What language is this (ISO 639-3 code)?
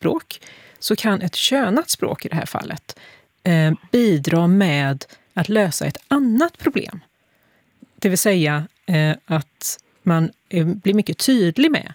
swe